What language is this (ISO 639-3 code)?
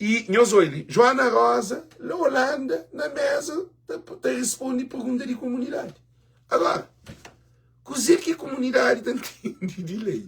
kea